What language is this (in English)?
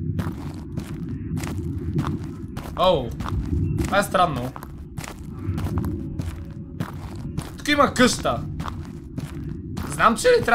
Bulgarian